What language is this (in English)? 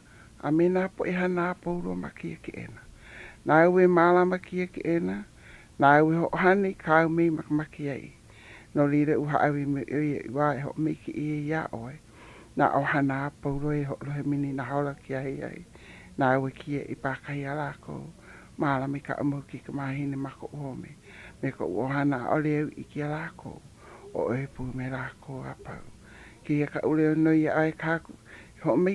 Hawaiian